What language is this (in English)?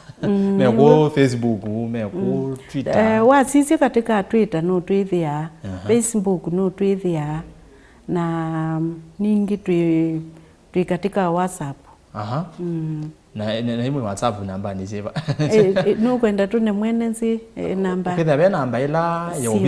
Kamba